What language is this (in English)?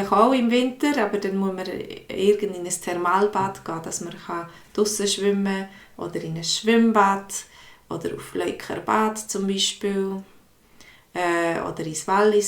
Swiss German